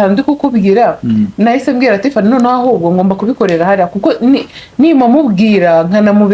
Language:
Kinyarwanda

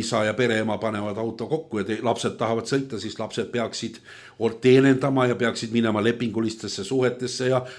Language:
Estonian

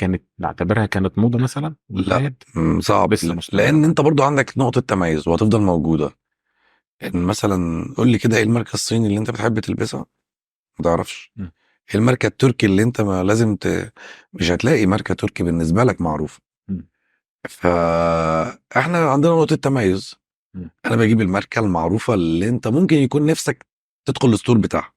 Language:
Egyptian Arabic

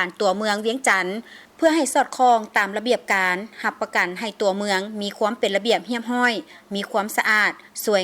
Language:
Lao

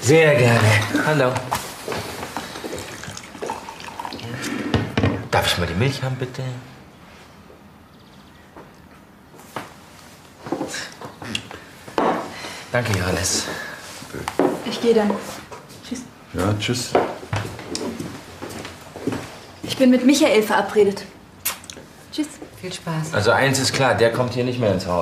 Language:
German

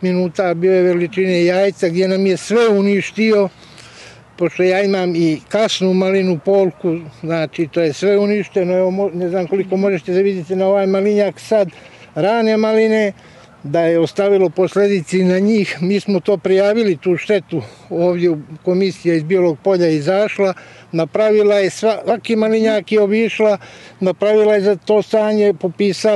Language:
Serbian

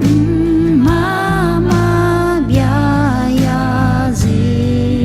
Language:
Akha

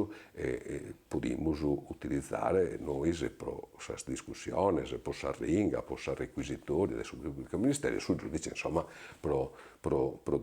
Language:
Sardinian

